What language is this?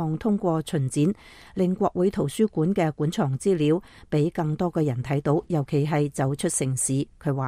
Cantonese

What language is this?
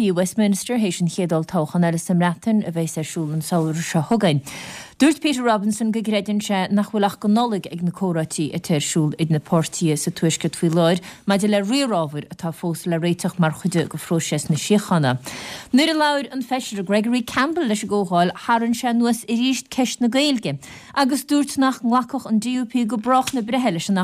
Irish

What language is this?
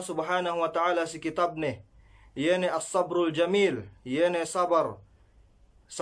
Yakan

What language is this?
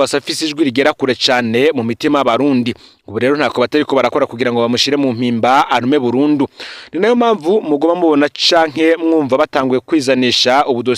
Rundi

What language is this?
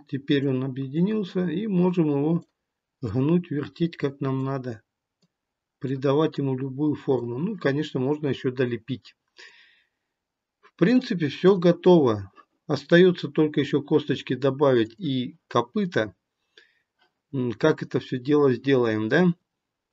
Russian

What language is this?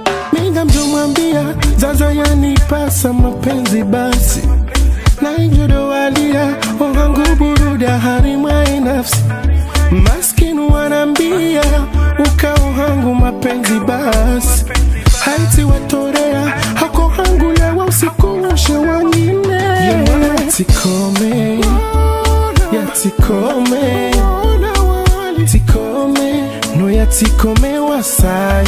Swahili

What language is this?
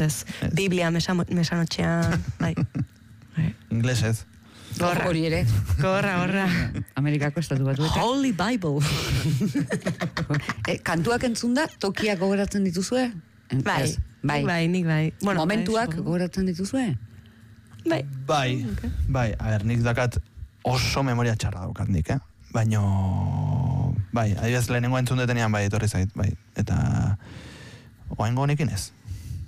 Basque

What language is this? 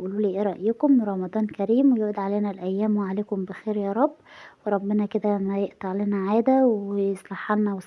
Egyptian Arabic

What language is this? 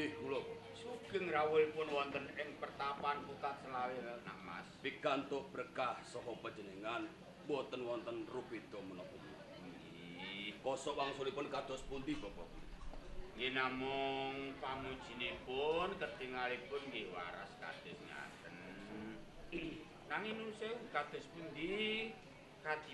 Javanese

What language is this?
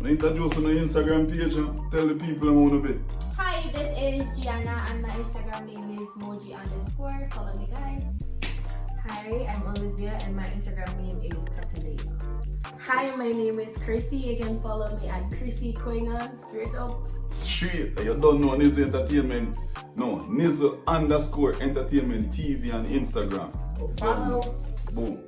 Jamaican Creole English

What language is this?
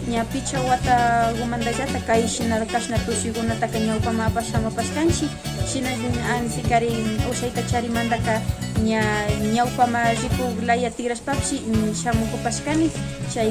Imbabura Highland Quichua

